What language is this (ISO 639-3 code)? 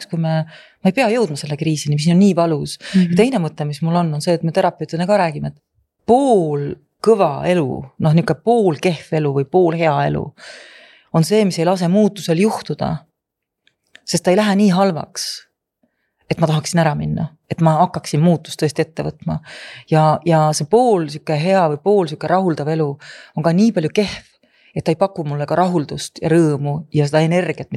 est